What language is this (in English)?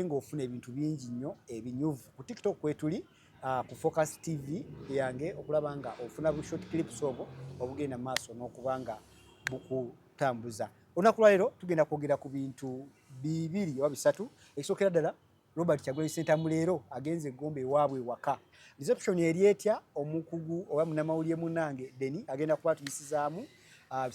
Ganda